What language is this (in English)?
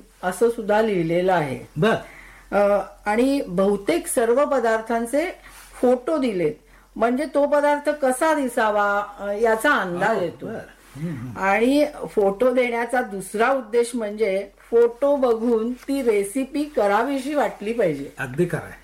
Marathi